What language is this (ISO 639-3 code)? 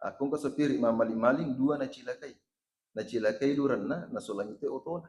bug